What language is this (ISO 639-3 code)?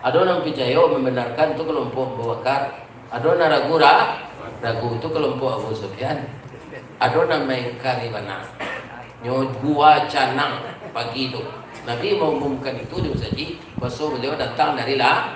min